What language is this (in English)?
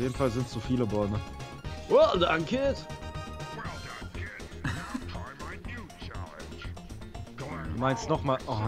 German